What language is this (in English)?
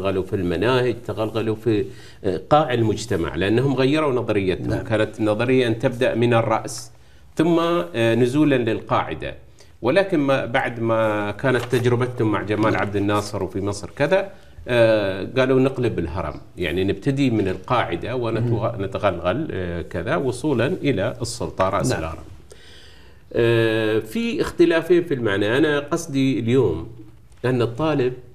Arabic